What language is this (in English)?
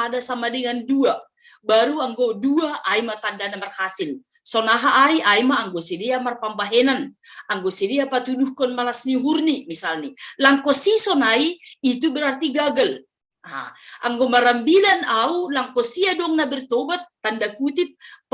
Batak Simalungun